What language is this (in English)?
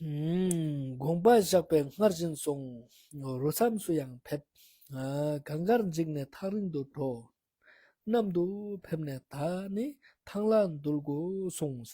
Ladakhi